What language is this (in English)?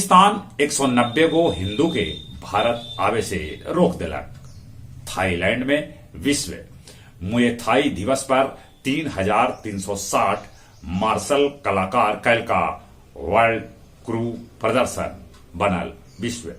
Magahi